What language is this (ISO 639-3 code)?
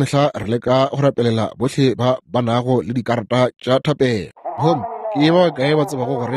nso